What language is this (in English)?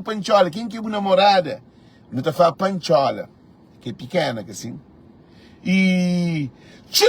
Kabuverdianu